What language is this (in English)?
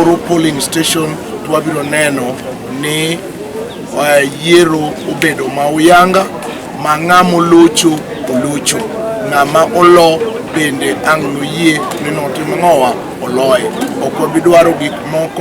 Luo (Kenya and Tanzania)